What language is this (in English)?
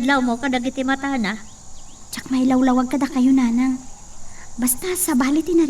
Iloko